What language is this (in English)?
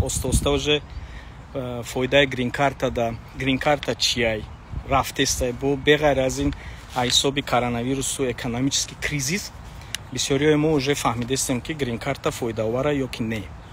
Tajik